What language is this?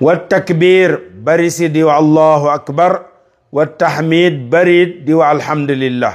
Wolof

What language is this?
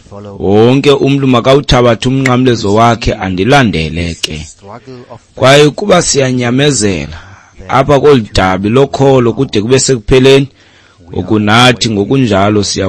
Xhosa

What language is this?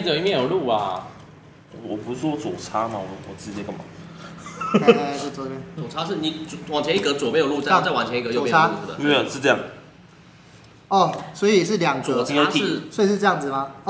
Chinese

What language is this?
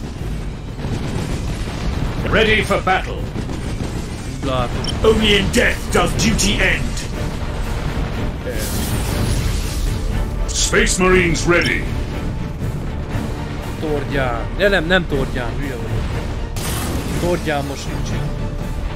Hungarian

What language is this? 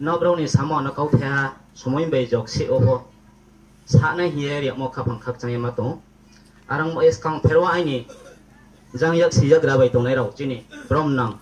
Riang (India)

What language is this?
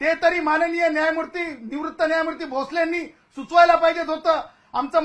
Marathi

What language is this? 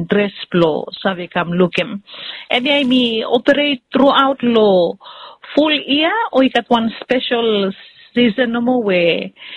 Bislama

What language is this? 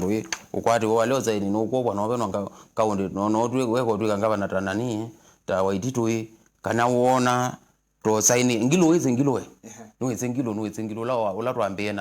Kamba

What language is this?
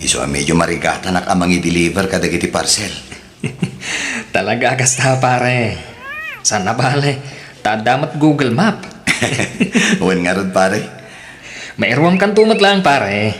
Iloko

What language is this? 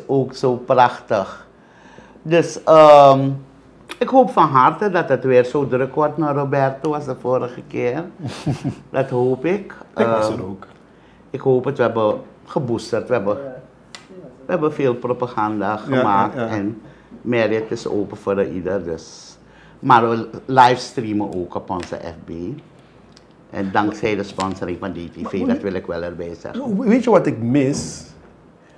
Dutch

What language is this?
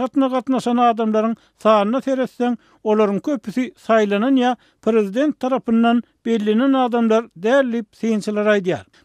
Turkmen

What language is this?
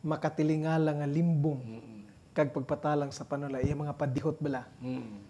Hiligaynon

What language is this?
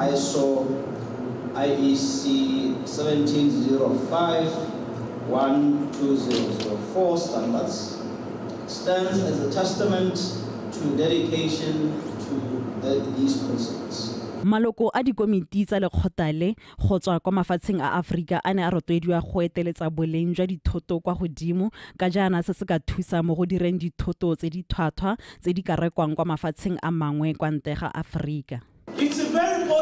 Tswana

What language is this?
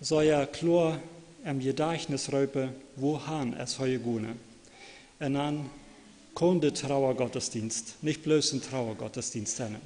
Plautdietsch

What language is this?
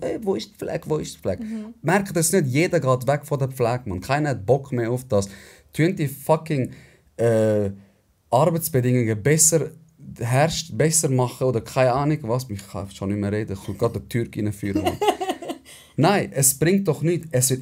Swiss German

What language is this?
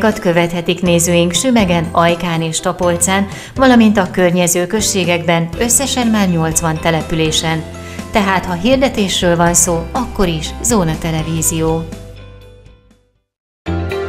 Hungarian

